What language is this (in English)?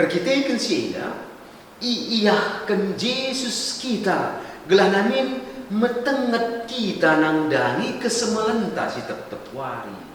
Batak Karo